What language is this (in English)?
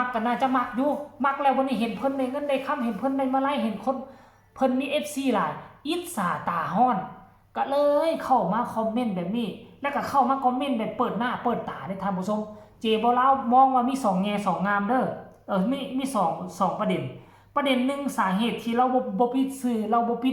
Northeastern Thai